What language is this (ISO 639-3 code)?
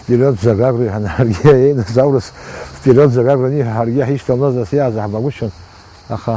abk